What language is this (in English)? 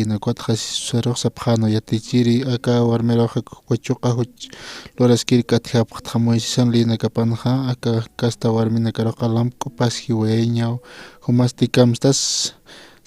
Aymara